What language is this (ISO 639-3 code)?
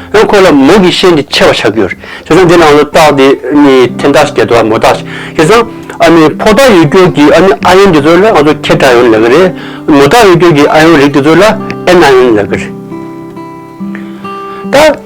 bod